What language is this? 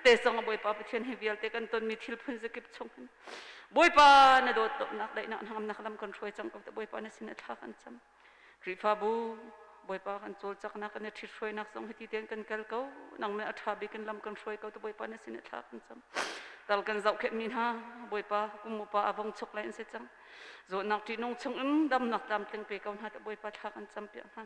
Hakha Chin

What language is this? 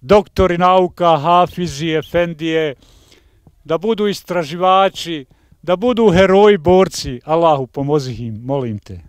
Bosnian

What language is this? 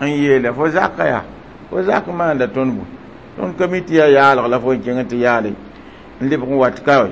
Mossi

